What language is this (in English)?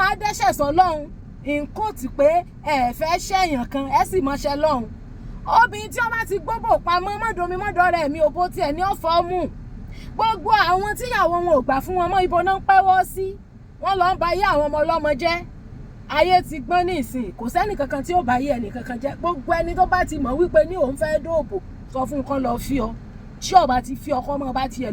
Yoruba